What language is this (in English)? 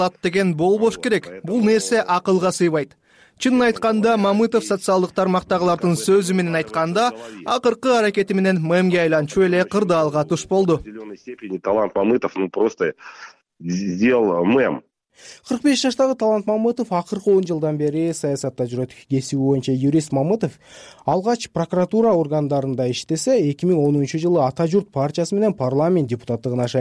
Kyrgyz